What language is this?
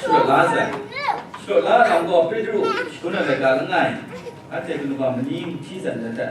Kachin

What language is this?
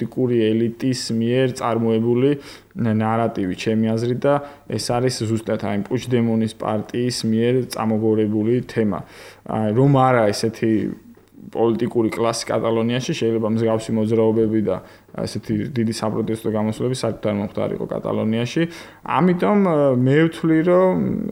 Georgian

